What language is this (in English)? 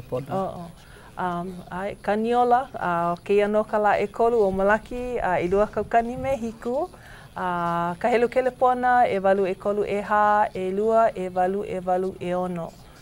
Hawaiian